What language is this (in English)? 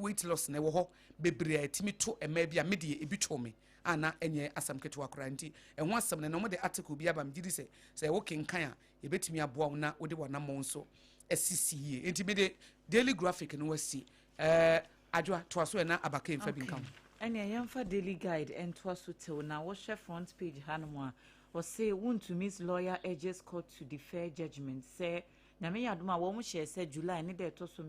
Akan